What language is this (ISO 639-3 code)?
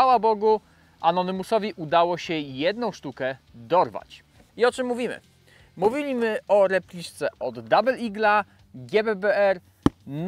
pol